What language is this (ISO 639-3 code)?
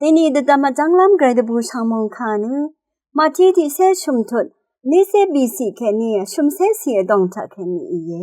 raw